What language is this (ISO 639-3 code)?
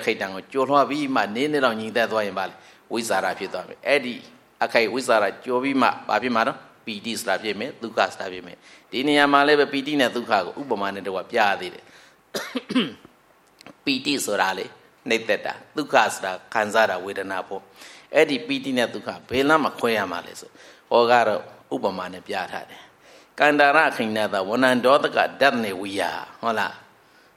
mya